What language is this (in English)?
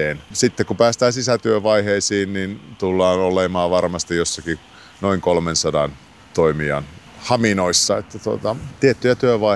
Finnish